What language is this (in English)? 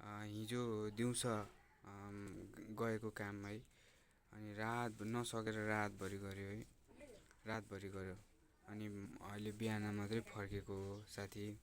Nepali